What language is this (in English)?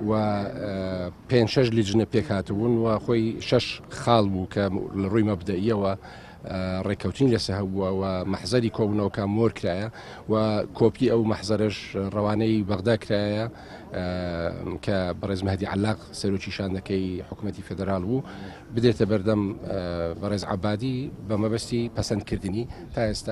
Central Kurdish